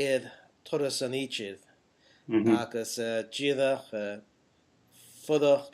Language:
Scottish Gaelic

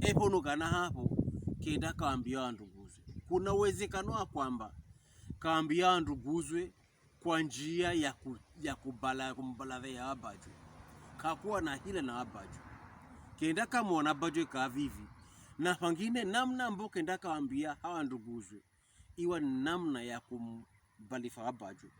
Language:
Pokomo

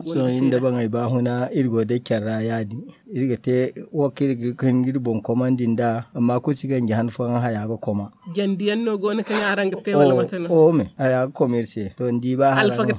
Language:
Zarma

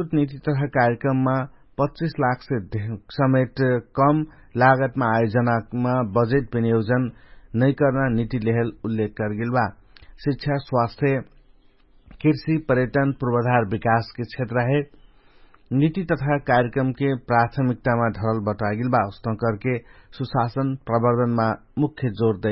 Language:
Dangaura Tharu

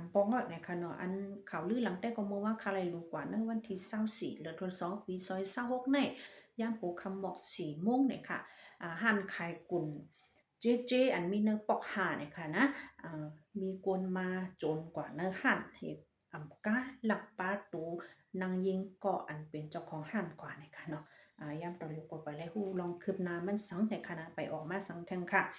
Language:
Shan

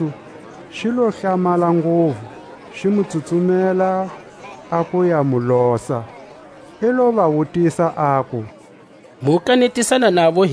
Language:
Tswa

